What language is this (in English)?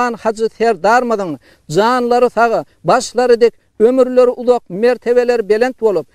Turkmen